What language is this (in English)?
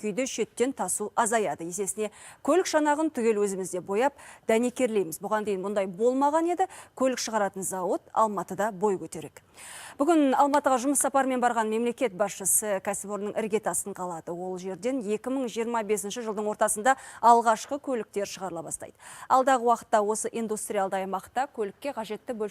Kazakh